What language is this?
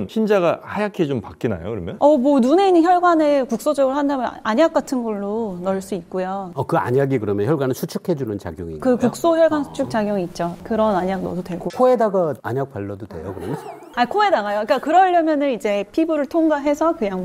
Korean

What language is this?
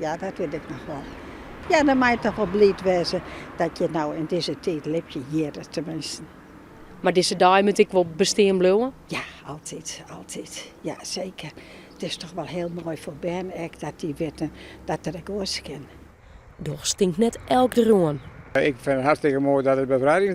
Western Frisian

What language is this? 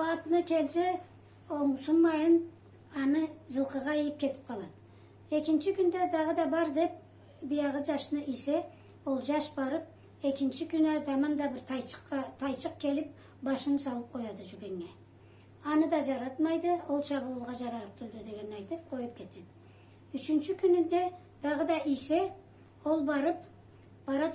Karachay-Balkar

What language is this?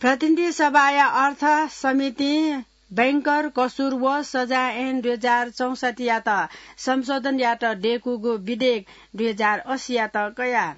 Newari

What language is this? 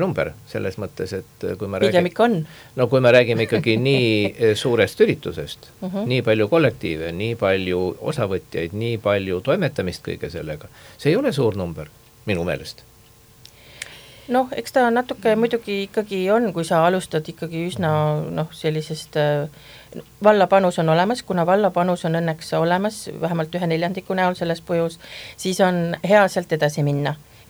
Estonian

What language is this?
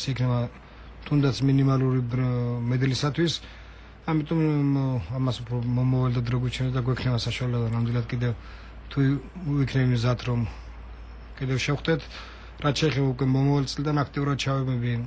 Georgian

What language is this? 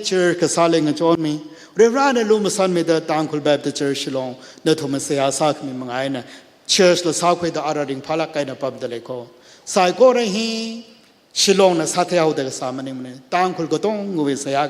Tangkhul Naga (India)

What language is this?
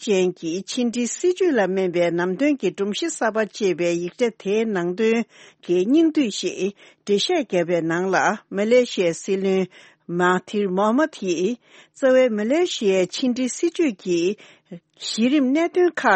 Tibetan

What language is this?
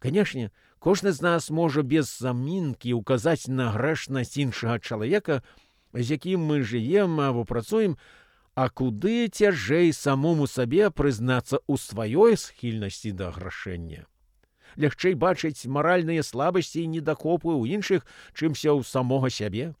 Belarusian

